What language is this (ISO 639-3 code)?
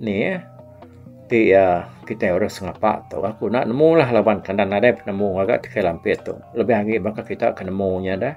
iba